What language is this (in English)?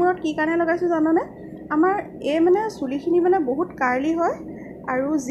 Assamese